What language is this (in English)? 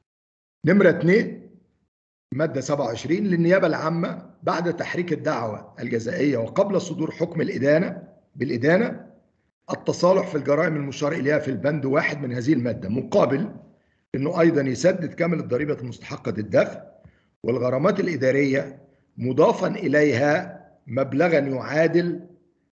Arabic